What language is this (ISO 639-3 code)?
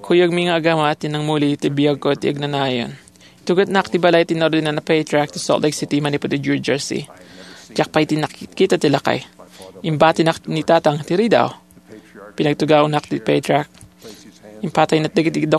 ilo